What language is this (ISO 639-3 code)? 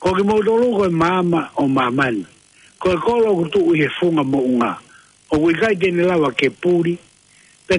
ton